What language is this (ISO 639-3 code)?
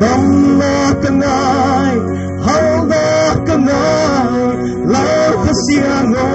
pck